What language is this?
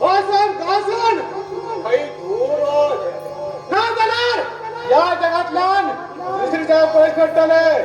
Konkani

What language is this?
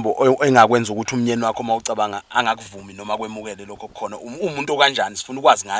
Zulu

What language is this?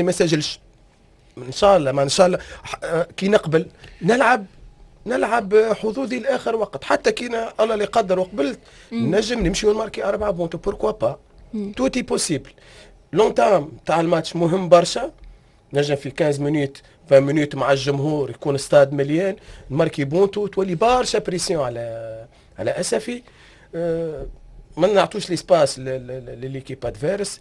Tunisian Arabic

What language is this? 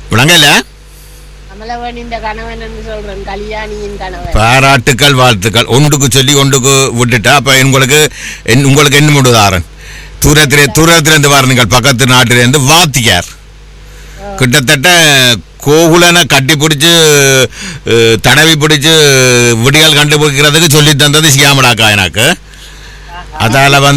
Tamil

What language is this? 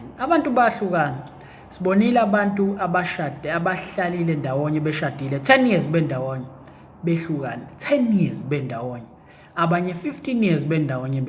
Zulu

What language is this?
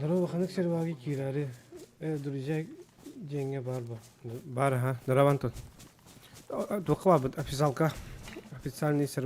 Yakut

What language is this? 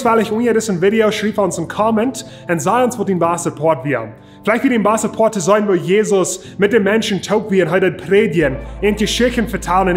Plautdietsch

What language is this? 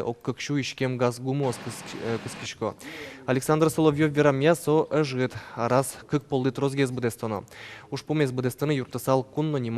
Udmurt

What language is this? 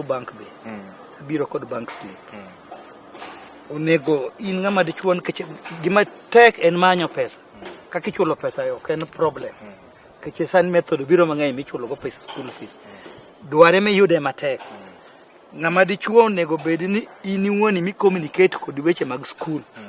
Luo (Kenya and Tanzania)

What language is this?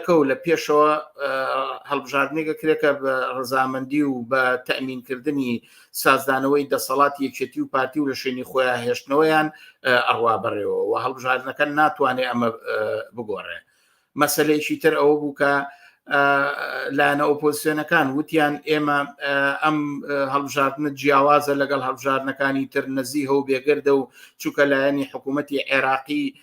Central Kurdish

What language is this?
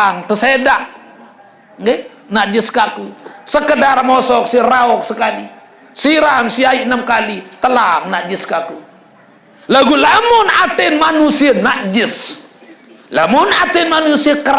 Sasak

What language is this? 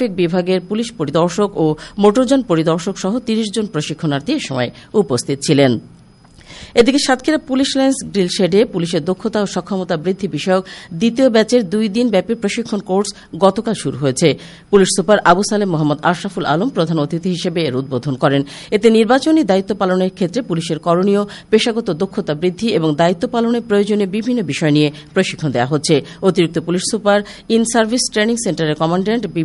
Bangla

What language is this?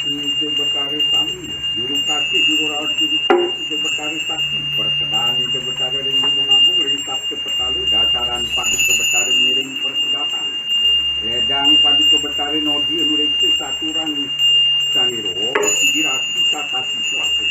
Balinese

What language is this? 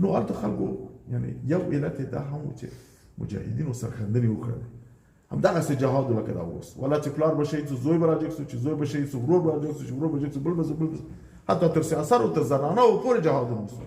Pashto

